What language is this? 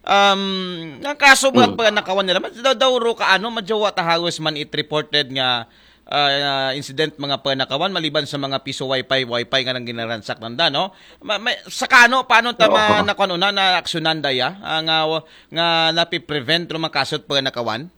Aklanon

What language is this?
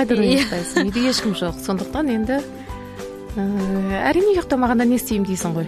Kazakh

